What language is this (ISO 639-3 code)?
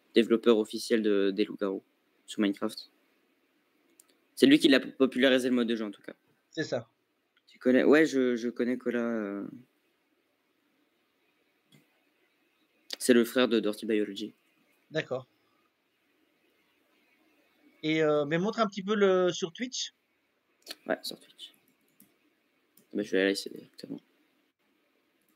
fra